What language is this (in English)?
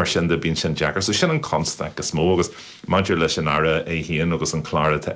Irish